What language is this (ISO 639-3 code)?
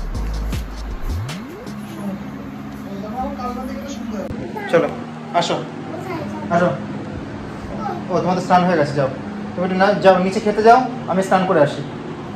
ben